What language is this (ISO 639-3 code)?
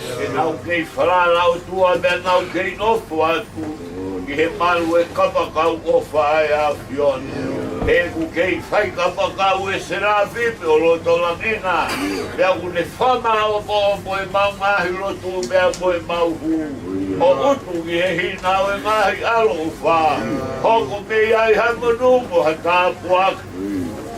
ton